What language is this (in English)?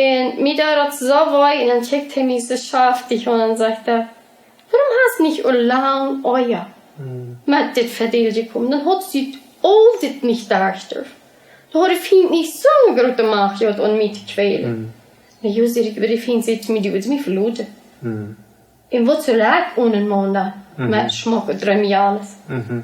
Plautdietsch